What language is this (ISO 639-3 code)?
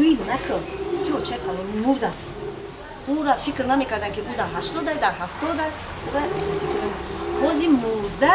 tgk